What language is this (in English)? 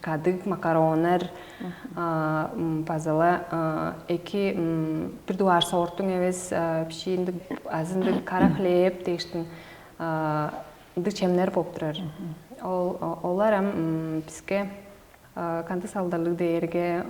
Tuvinian